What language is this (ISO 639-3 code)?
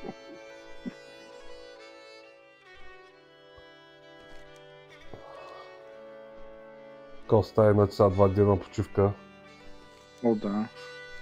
bul